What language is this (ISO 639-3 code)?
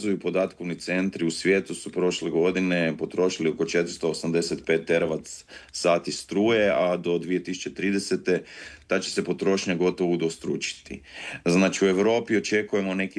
hrv